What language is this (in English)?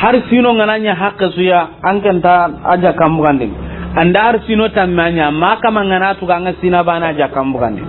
Soninke